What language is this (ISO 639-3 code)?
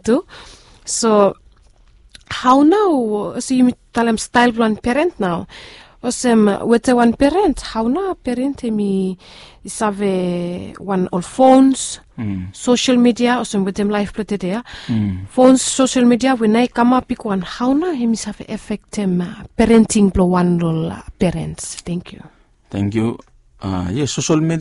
bis